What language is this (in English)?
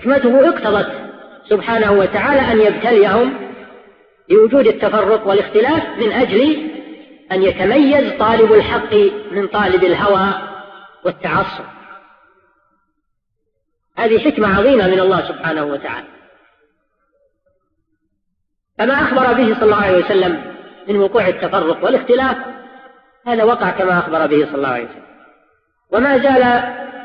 Arabic